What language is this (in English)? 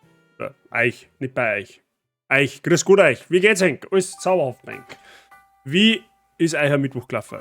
Bavarian